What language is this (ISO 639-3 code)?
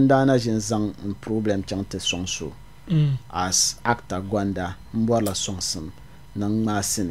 dag